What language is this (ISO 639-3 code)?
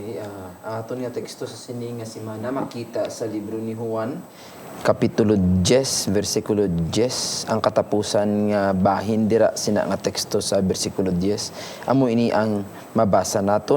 hil